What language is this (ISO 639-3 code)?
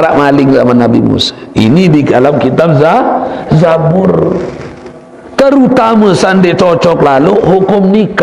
sas